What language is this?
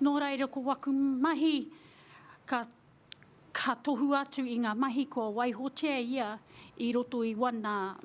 Māori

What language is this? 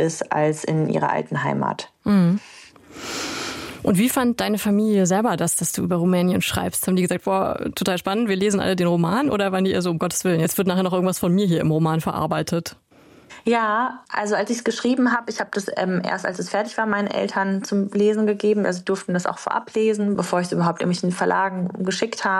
German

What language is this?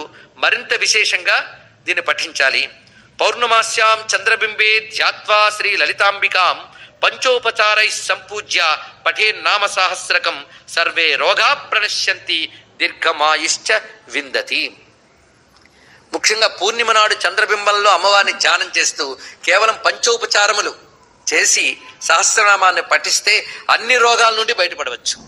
Telugu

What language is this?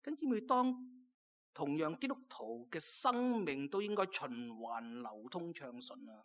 Cantonese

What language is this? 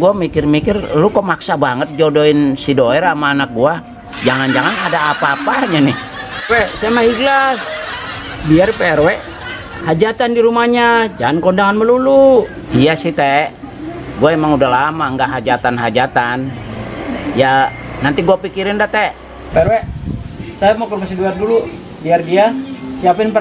Betawi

